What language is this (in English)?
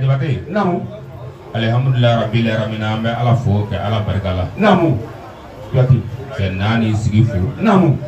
Bambara